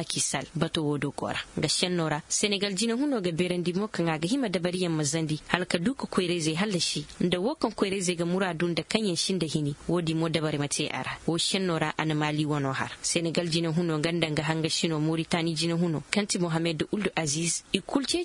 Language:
Zarma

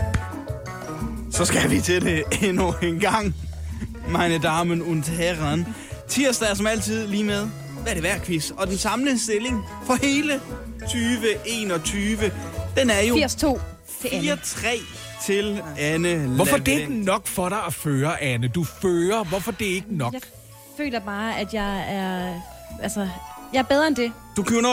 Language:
Danish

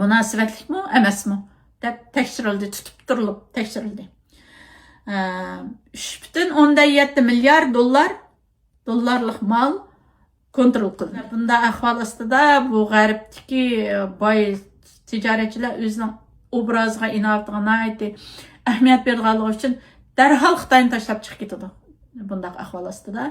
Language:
Uyghur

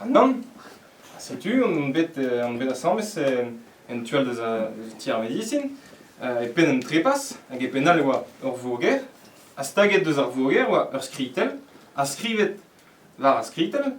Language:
Breton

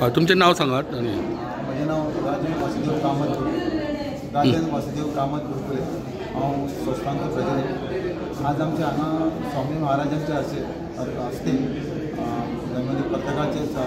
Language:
Konkani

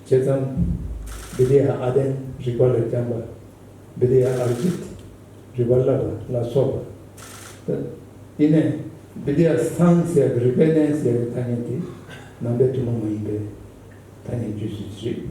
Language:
Tibetan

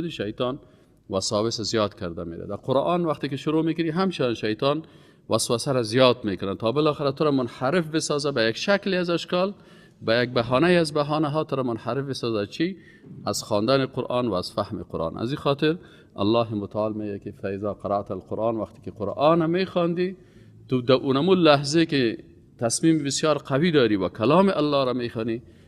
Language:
Persian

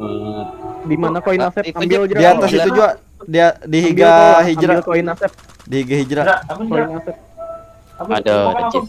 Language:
Banjar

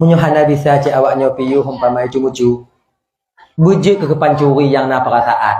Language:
Achinese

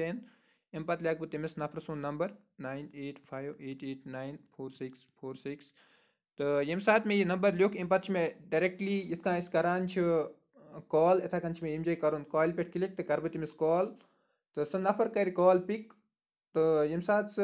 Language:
Kashmiri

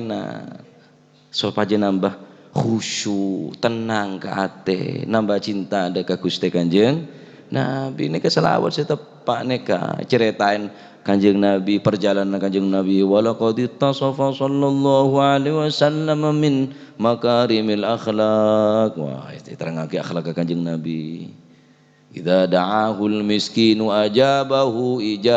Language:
Madurese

